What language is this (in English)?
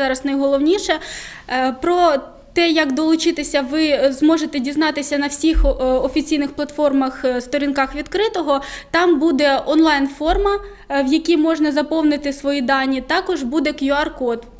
Ukrainian